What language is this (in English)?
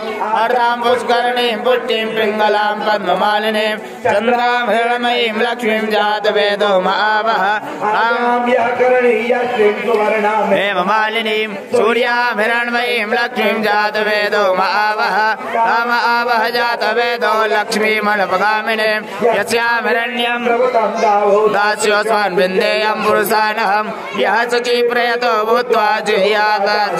Sanskrit